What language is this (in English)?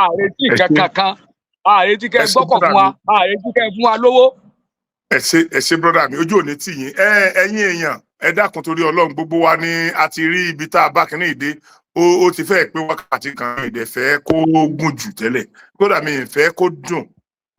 Yoruba